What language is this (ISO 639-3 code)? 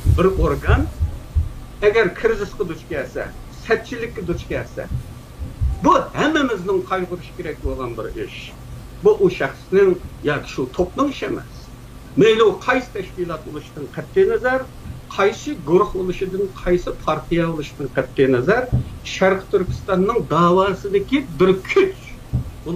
uig